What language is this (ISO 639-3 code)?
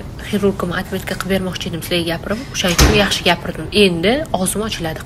uzb